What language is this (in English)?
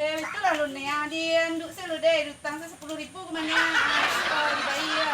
Minangkabau